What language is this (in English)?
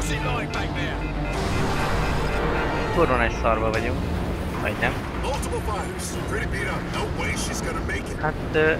Hungarian